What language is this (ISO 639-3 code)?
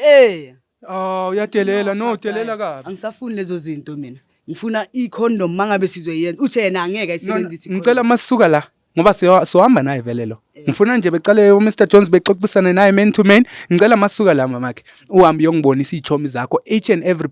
zul